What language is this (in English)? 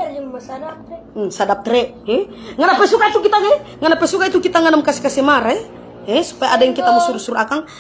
Manado Malay